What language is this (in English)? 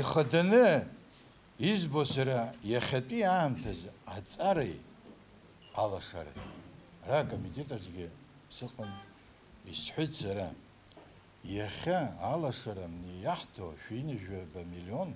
Abkhazian